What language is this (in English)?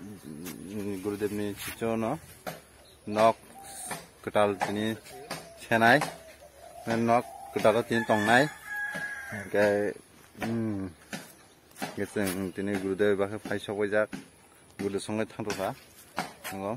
Kok Borok